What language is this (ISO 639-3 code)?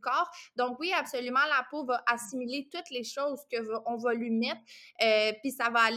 fra